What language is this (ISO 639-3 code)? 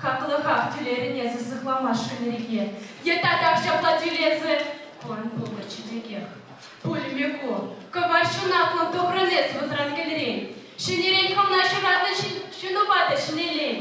chv